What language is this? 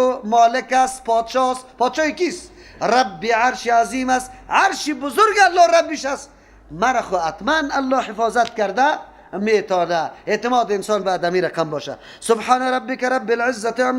Persian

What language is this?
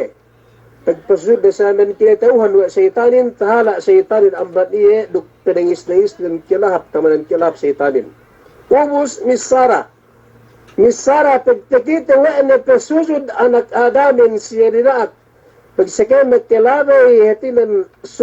Yakan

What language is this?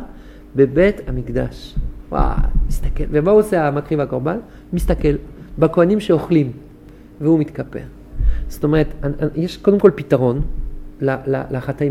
Hebrew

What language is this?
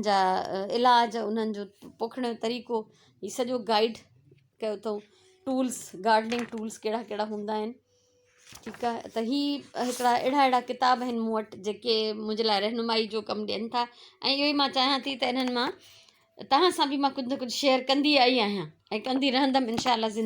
Sindhi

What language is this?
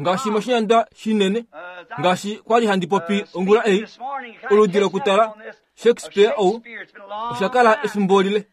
Kuanyama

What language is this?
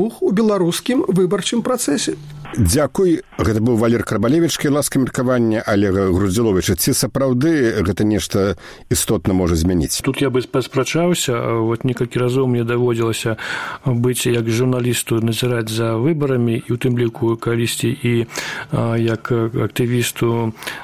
Belarusian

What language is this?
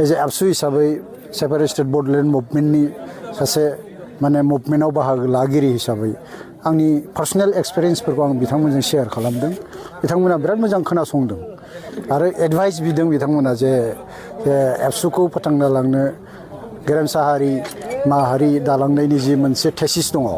Bodo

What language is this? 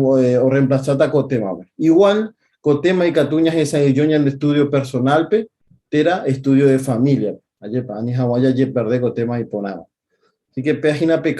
Guarani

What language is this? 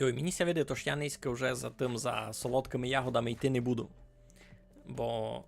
Rusyn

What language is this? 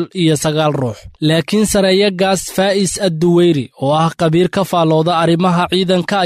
Somali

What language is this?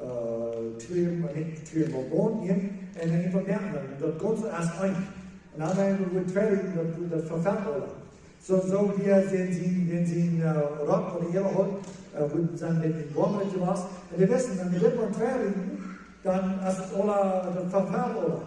Plautdietsch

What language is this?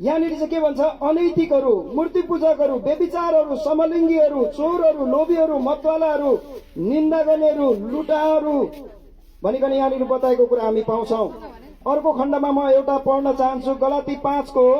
Nepali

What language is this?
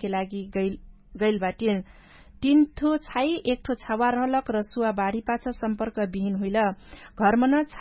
Dangaura Tharu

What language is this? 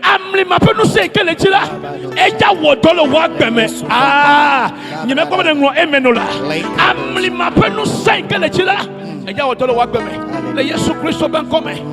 Ewe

